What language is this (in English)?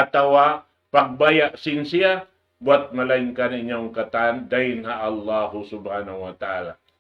Tausug